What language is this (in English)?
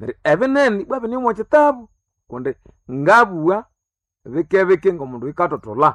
Nande